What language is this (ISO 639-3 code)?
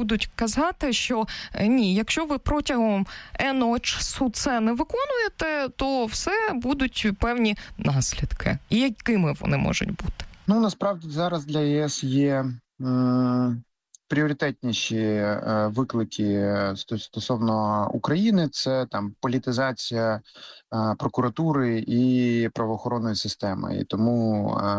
ukr